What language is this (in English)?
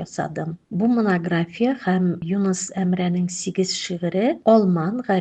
Tatar